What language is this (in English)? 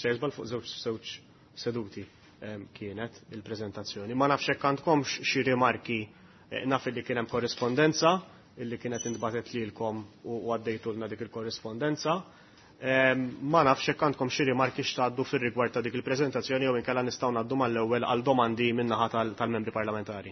Maltese